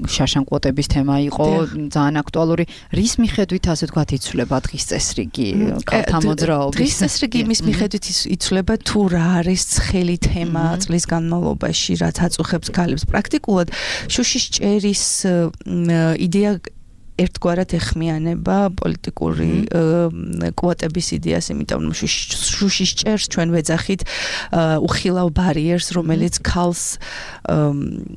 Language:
Georgian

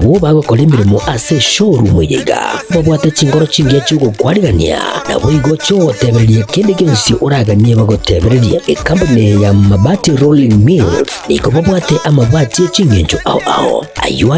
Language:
Gusii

